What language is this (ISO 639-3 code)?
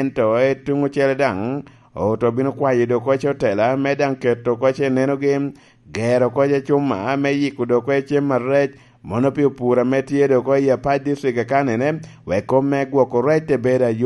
laj